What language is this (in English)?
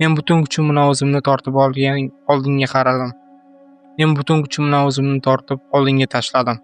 Uzbek